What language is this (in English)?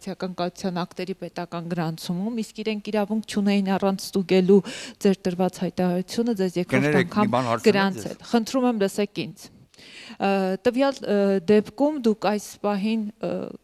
Armenian